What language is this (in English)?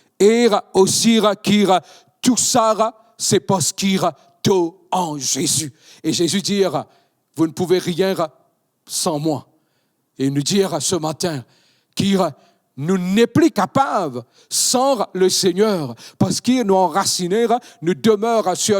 Morisyen